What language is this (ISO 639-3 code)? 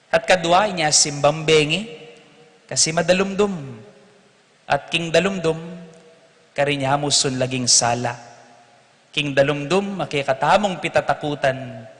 pam